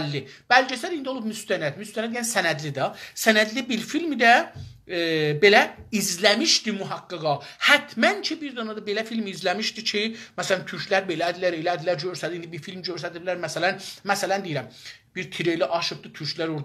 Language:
South Azerbaijani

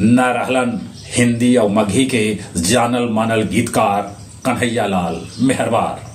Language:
Magahi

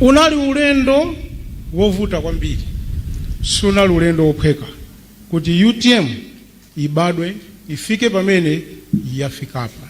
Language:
Nyanja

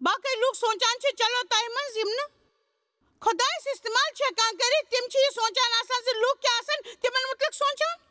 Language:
Kashmiri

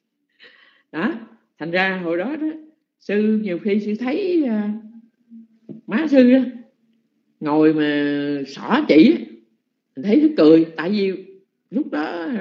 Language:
Vietnamese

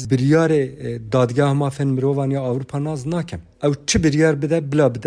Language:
Kurdish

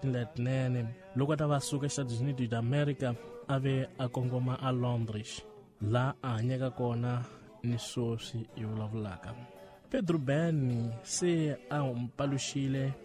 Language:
Tsonga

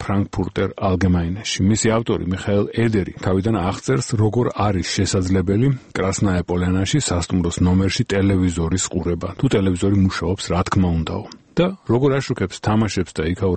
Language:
Georgian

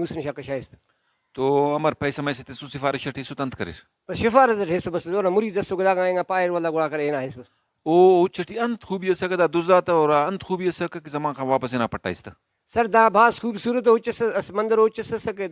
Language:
Brahui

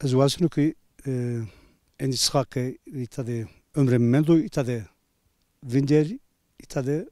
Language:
Zaza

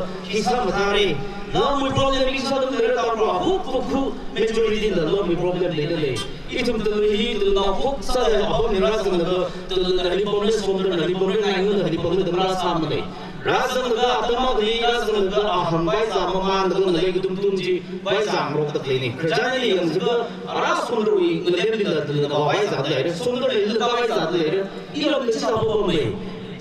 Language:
Tangkhul Naga (India)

